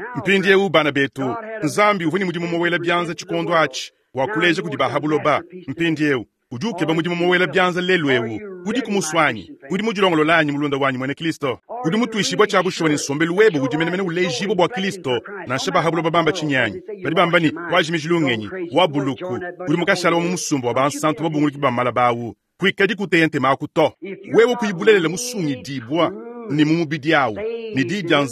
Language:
Luba-Lulua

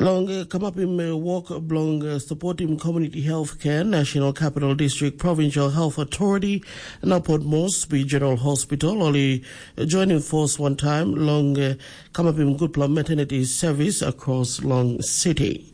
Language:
Tok Pisin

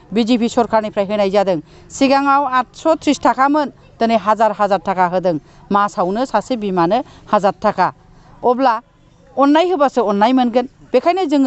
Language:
Bodo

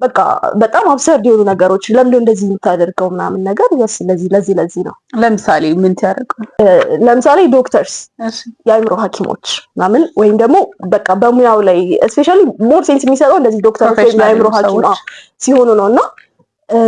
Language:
Amharic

